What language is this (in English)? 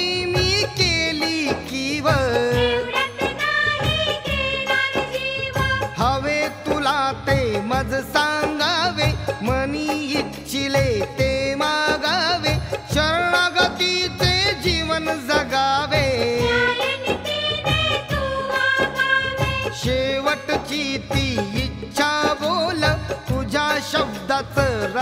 Marathi